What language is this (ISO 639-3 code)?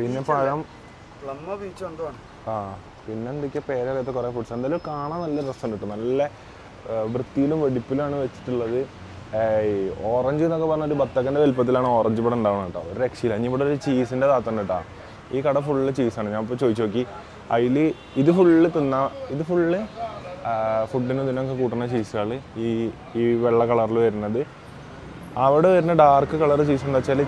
mal